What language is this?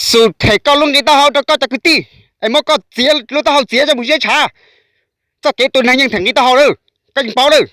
Hmong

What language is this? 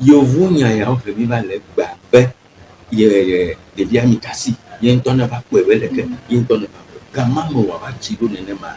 Ewe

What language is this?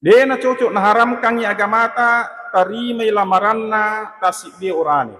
Buginese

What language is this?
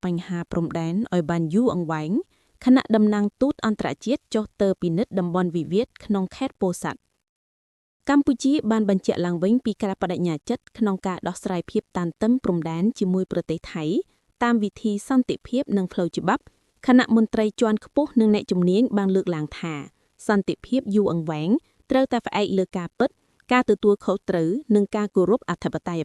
Khmer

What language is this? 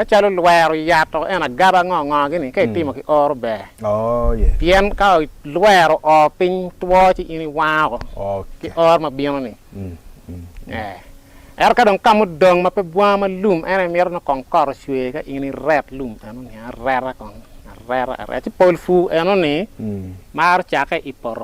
Acoli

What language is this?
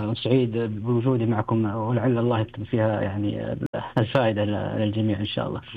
Najdi Arabic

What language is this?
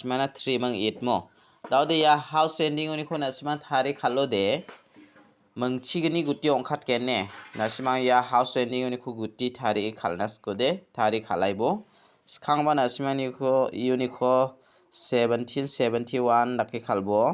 Garo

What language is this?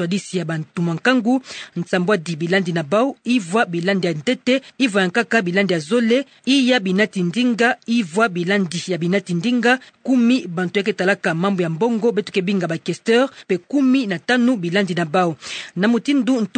Kituba (Democratic Republic of Congo)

